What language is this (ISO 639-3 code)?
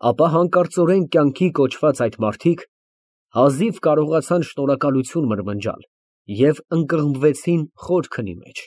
hye